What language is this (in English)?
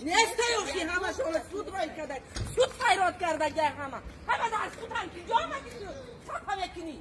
Tajik